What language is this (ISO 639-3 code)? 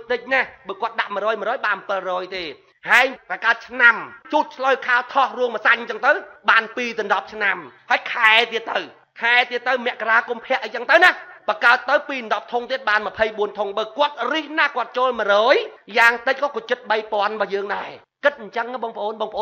khm